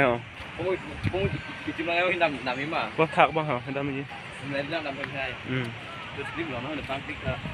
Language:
Karbi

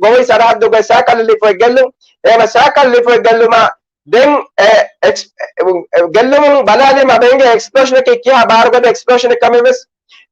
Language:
Divehi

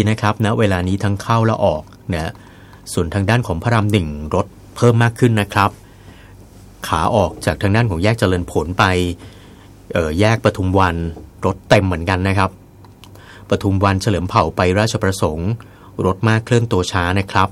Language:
Thai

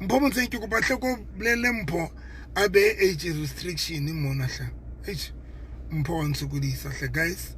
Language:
Southern Sotho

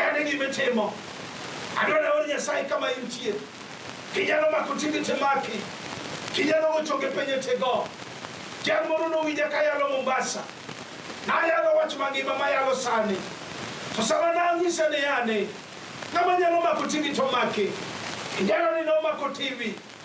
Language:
Luo (Kenya and Tanzania)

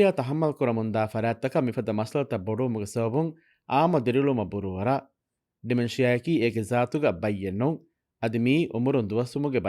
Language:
Divehi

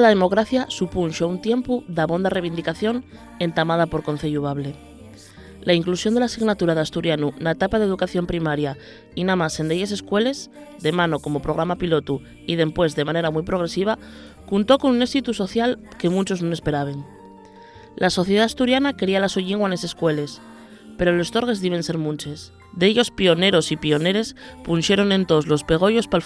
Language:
Asturian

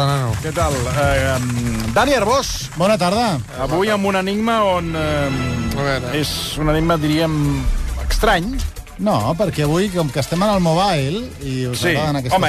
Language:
Catalan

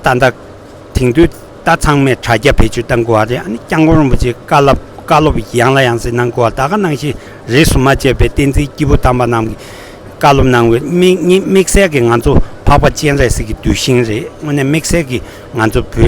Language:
Tibetan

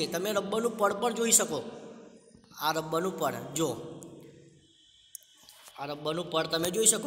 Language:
Gujarati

